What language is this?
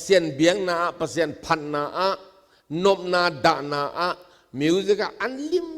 Tedim Chin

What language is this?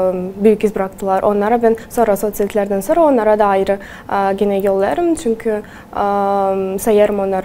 Gagauz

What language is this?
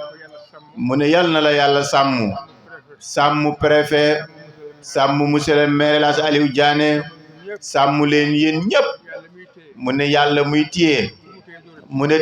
Wolof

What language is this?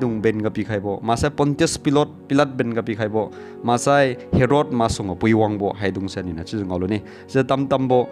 Liangmai Naga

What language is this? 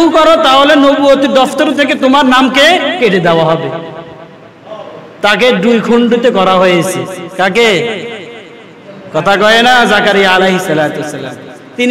Bangla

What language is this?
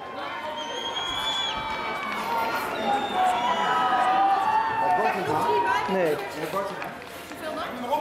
Dutch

